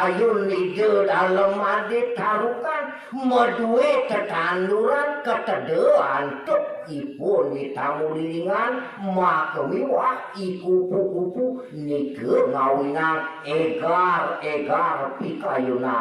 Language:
Balinese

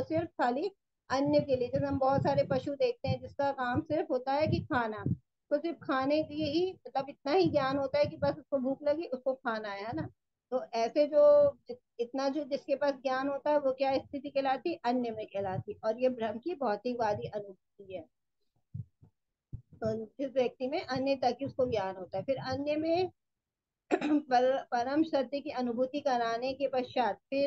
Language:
Hindi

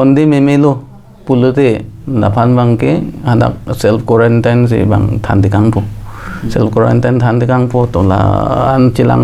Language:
Karbi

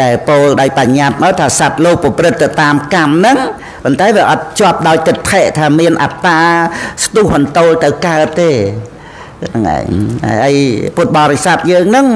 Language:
Khmer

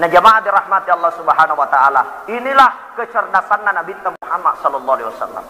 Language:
Buginese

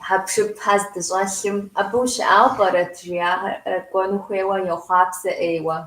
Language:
Kabardian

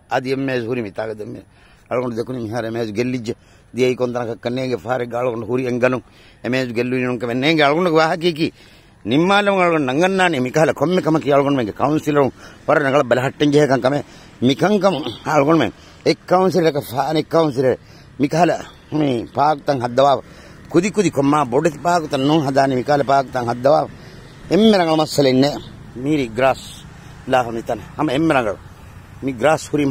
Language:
Divehi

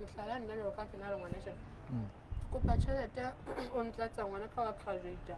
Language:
Southern Sotho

